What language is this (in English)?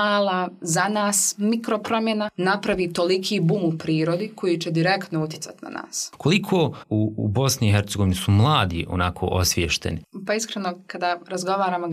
Bosnian